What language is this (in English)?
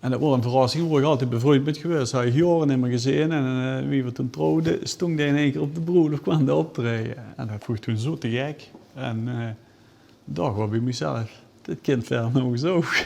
Limburgish